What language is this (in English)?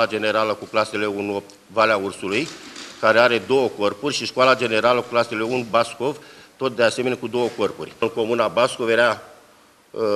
Romanian